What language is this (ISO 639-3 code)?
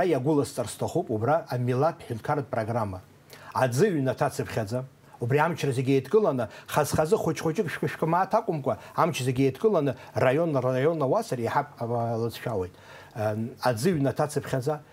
abk